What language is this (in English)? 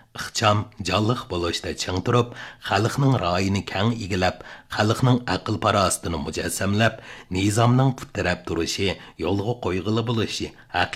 Uyghur